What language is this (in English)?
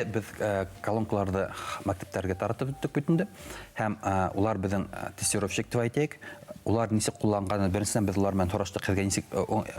Bashkir